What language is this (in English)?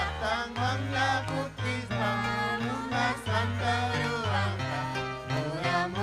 Ayacucho Quechua